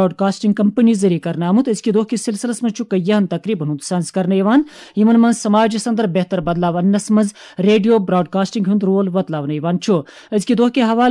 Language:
Kashmiri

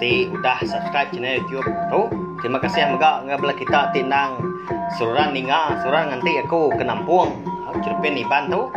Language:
Iban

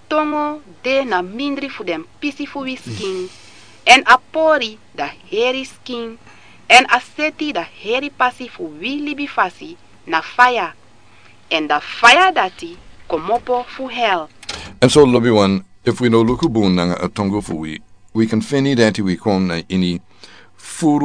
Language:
Sranan Tongo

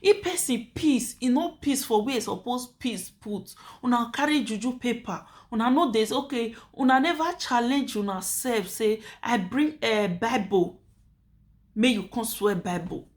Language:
Nigerian Pidgin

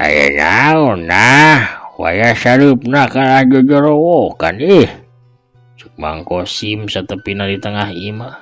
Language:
Sundanese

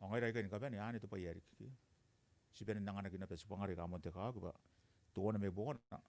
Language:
Gilbertese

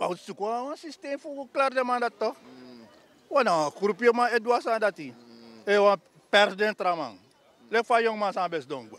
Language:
Sranan Tongo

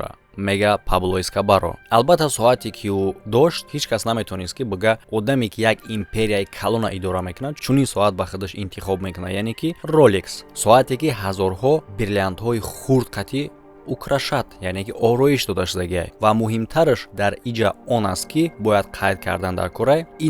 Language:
Tajik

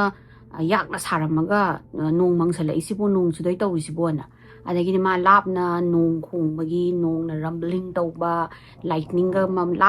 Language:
Manipuri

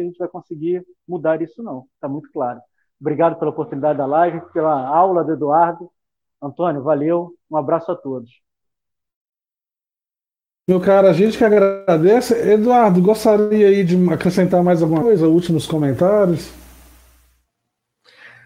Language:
Portuguese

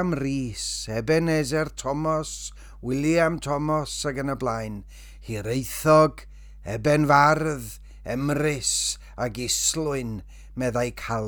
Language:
Welsh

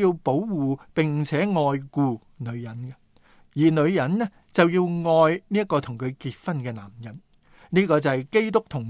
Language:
Cantonese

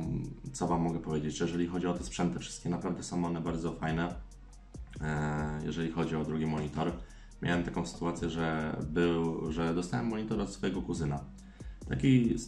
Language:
Polish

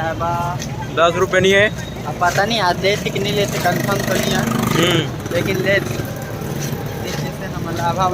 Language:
Chhattisgarhi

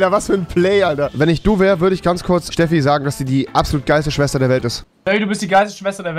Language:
German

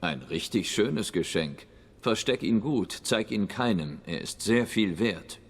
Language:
Swiss German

